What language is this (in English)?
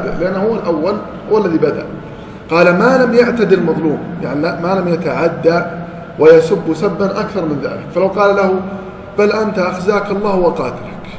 Arabic